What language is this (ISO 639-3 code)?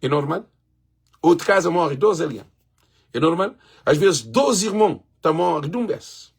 kea